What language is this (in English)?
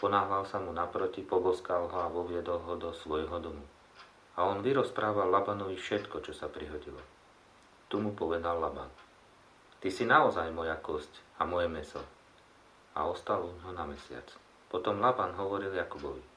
Slovak